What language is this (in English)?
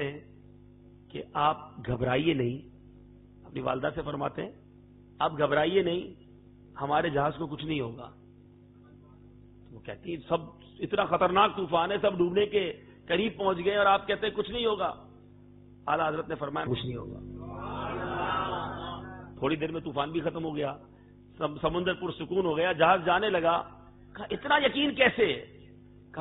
Urdu